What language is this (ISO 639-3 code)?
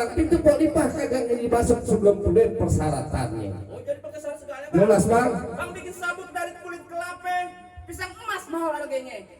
bew